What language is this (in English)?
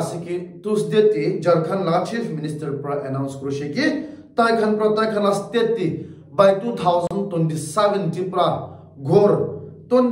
Naga Pidgin